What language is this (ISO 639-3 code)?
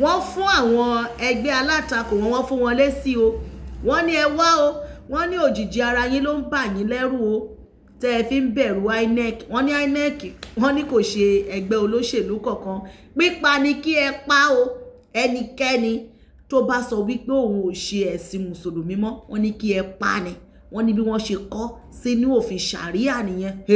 yor